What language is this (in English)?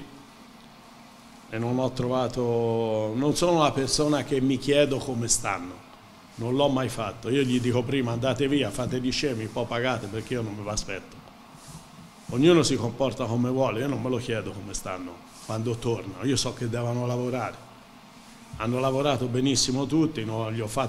Italian